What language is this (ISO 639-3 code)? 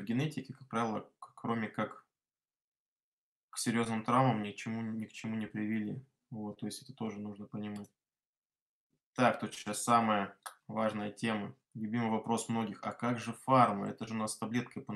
rus